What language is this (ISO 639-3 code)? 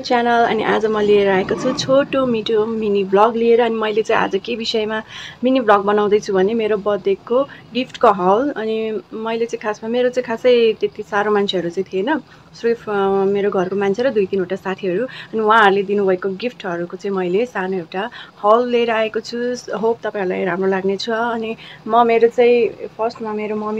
nep